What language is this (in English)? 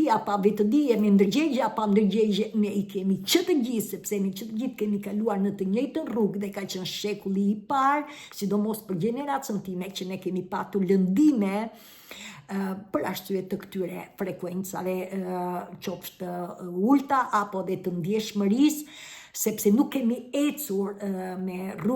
Albanian